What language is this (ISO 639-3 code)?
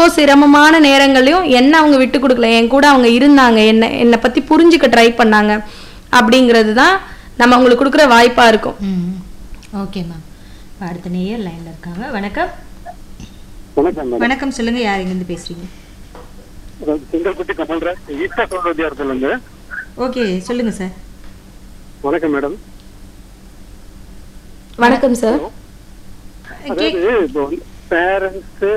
tam